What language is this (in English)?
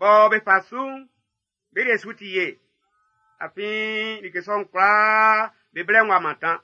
Baoulé